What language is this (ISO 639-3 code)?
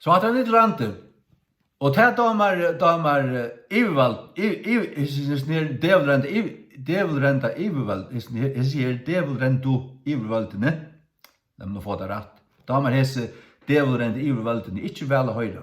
fao